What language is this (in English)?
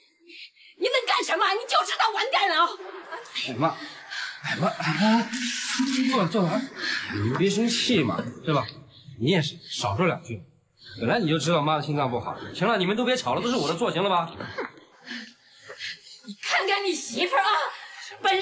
Chinese